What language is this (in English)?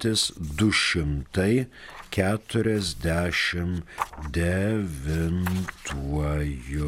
Lithuanian